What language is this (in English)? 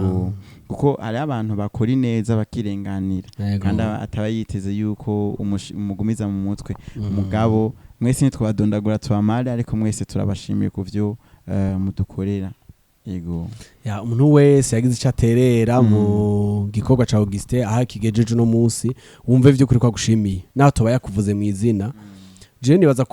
Rundi